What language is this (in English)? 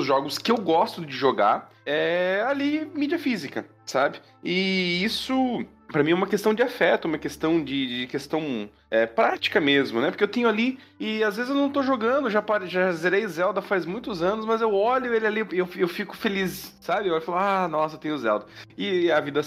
Portuguese